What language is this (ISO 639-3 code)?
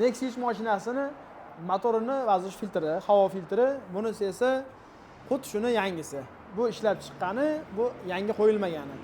uzb